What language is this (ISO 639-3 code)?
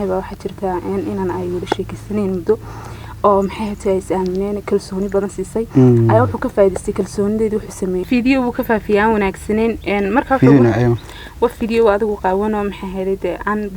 som